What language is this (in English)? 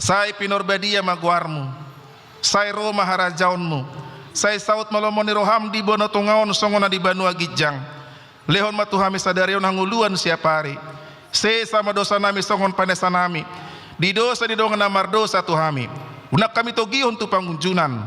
Batak Toba